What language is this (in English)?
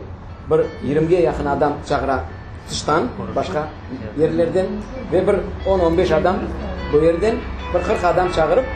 Crimean Tatar